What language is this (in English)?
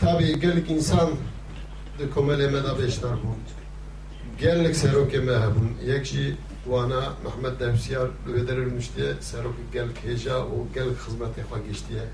Kurdish